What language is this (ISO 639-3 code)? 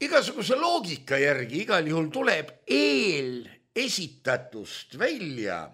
est